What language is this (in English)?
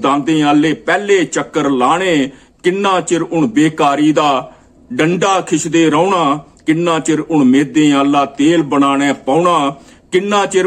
Dogri